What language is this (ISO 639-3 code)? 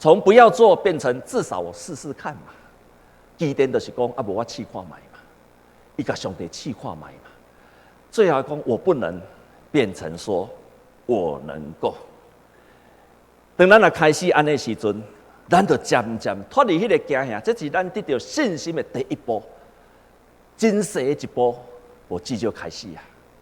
nan